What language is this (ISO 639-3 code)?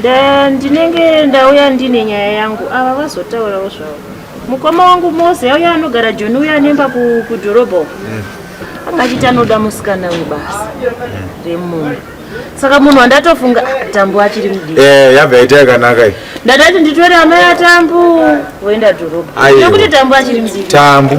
sna